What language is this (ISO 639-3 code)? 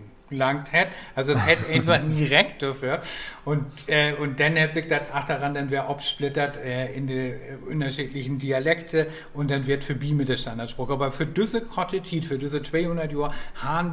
nds